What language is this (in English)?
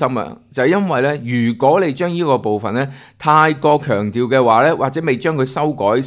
Cantonese